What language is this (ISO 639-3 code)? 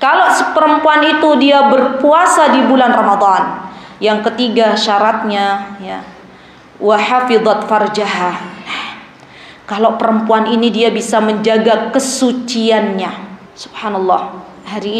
ind